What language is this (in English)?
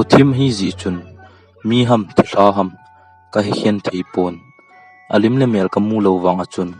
Thado Chin